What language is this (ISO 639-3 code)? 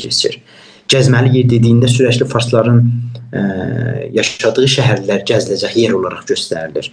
azb